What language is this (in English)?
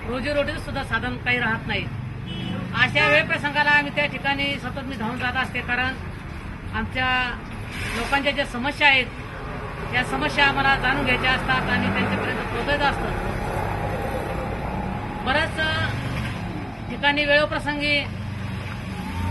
Marathi